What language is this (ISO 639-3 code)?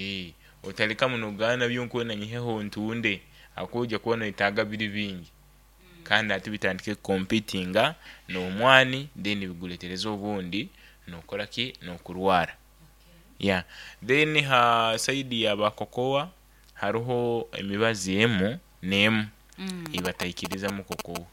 nyo